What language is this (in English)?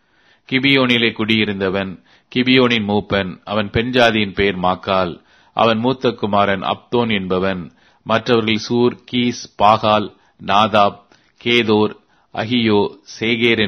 Tamil